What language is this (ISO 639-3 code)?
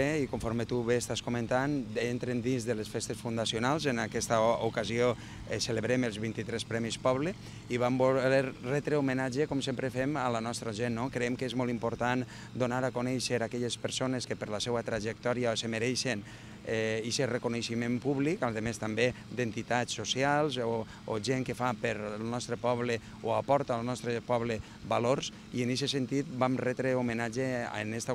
cat